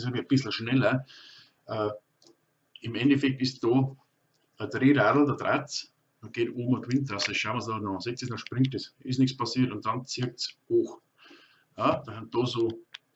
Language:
Bavarian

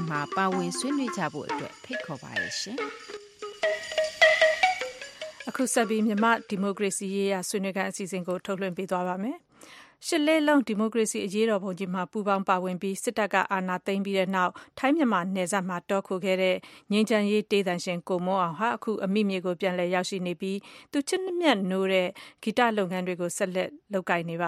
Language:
Burmese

